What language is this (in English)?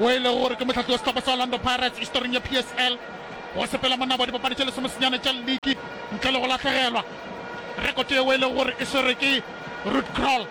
Northern Sotho